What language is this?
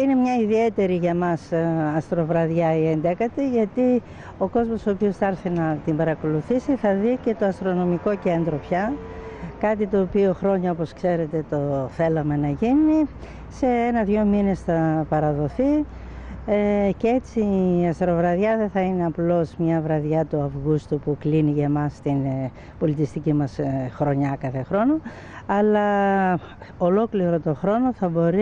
Greek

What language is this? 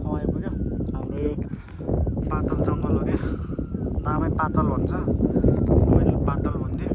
Nepali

